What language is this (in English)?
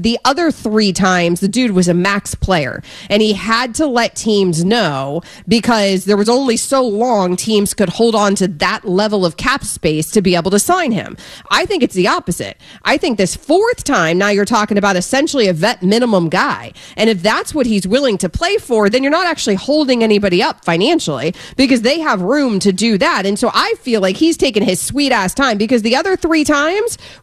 English